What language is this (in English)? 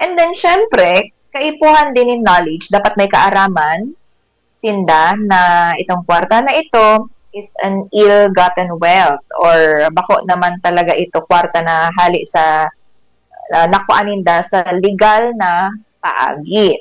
Bikol